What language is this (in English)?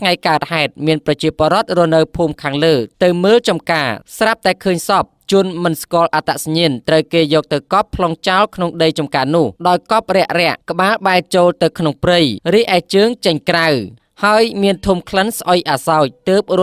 Khmer